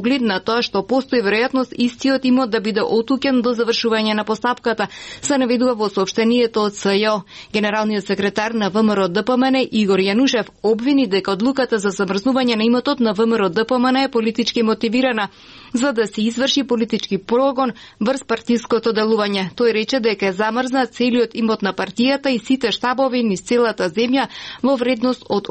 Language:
Macedonian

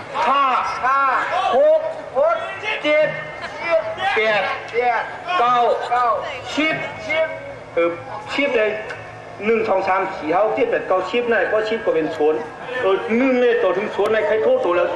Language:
Shan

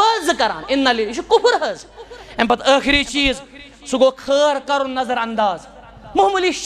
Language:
Kashmiri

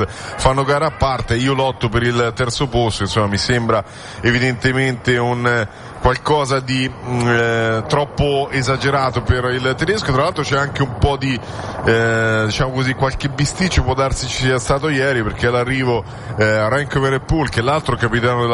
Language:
Italian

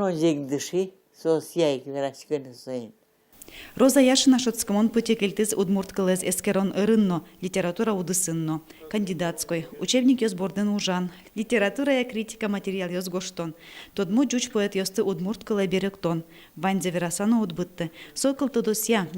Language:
Udmurt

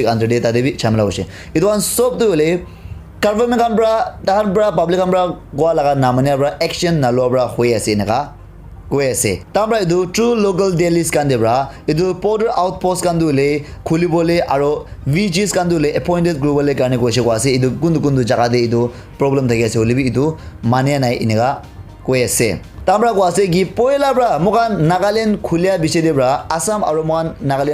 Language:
Naga Pidgin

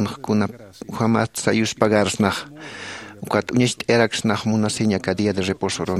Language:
Aymara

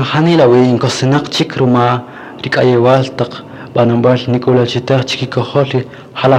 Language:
Kaqchikel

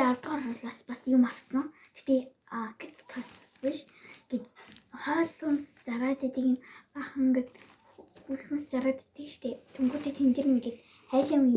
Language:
Mongolian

